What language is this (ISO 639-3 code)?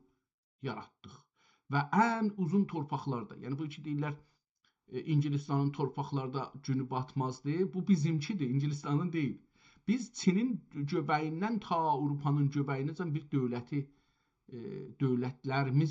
azb